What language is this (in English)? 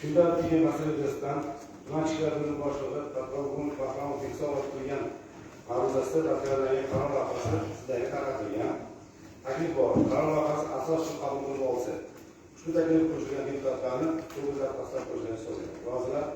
Uzbek